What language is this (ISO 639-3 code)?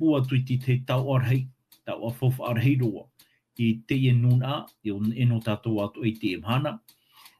tah